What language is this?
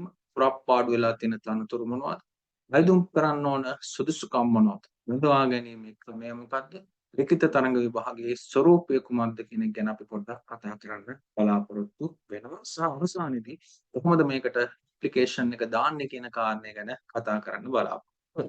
Sinhala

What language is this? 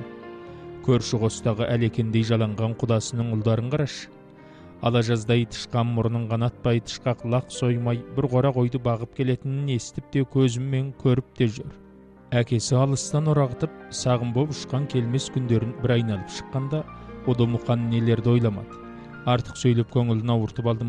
Kazakh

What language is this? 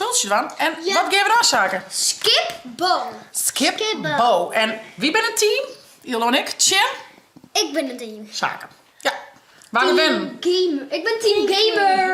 Western Frisian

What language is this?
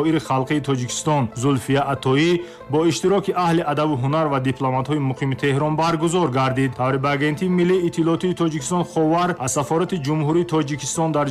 Tajik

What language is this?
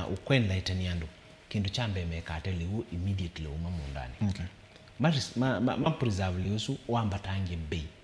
Kamba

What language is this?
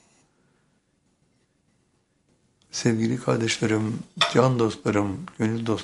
Turkish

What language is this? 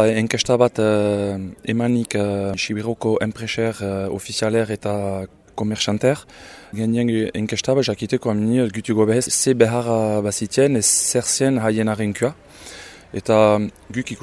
Basque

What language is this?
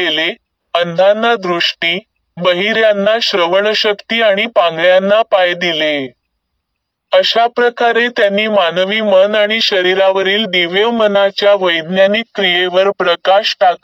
Marathi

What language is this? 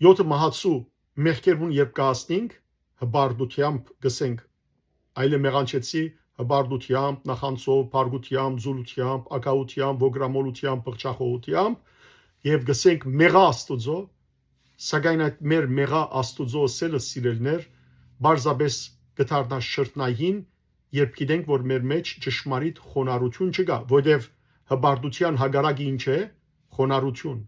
Western Armenian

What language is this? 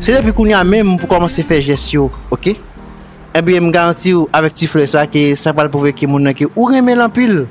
Haitian Creole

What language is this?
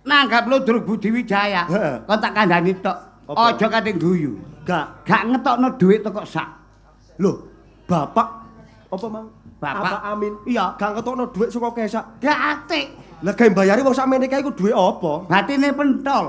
Javanese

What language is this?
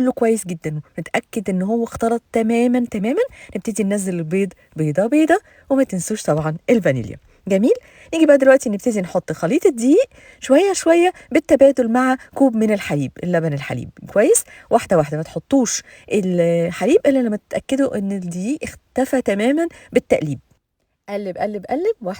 Egyptian Arabic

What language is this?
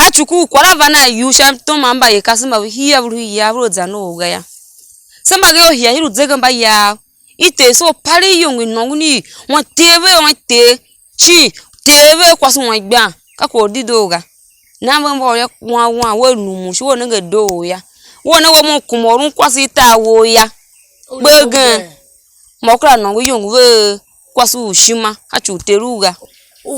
Tiv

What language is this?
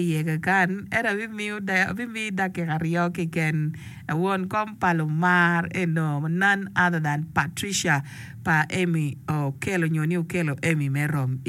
Acoli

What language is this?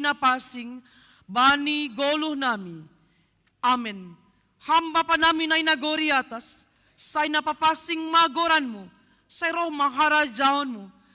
Batak Simalungun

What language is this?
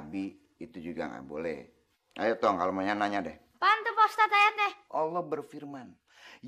Betawi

